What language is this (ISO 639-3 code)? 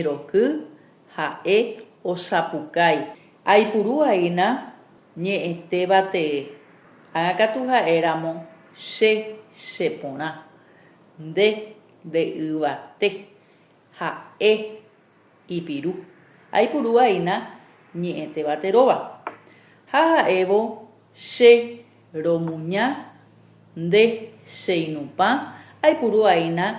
grn